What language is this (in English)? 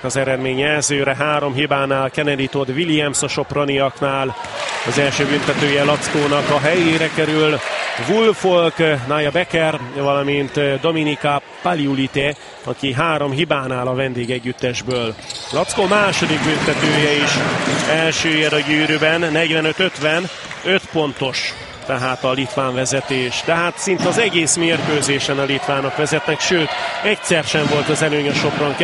Hungarian